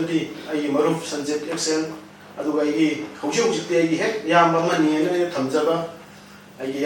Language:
Manipuri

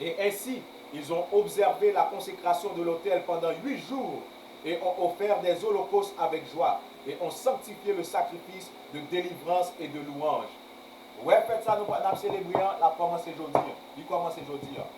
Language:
Haitian Creole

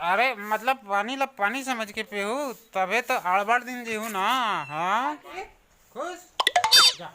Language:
Chhattisgarhi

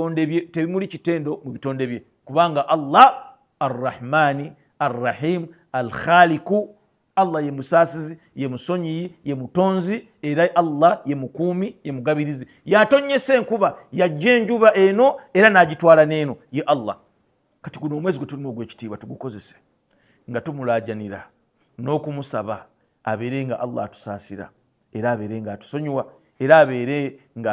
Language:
Ganda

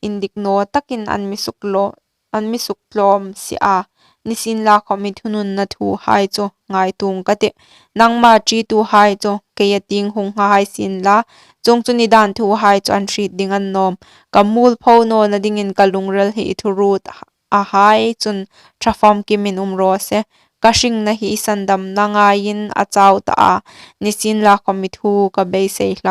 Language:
Hmar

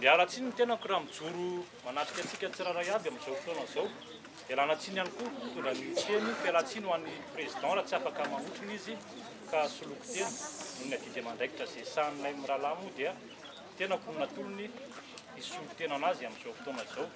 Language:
Malagasy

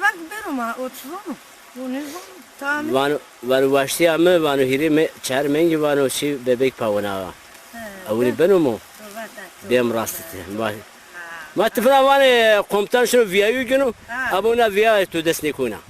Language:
Zaza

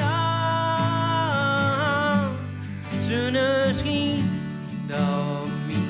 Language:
Gronings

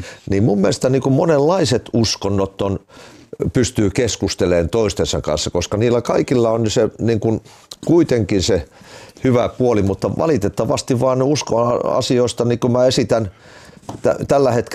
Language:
Finnish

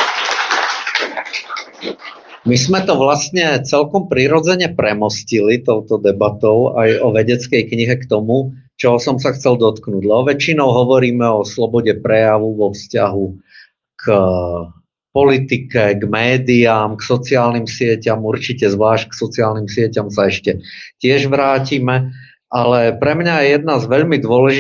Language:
Slovak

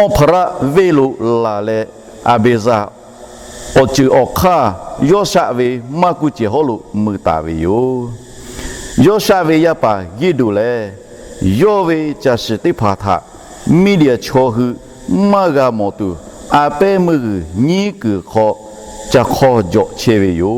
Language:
Lahu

